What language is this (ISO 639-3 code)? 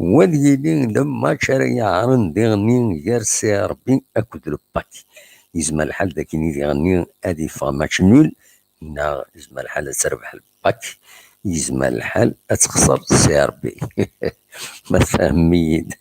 kab